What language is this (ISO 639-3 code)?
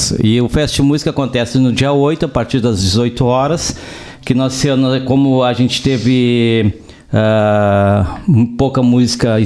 por